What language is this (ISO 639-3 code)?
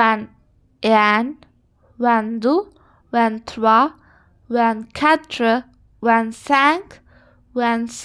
sin